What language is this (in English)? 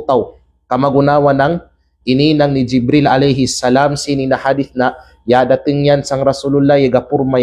Kalagan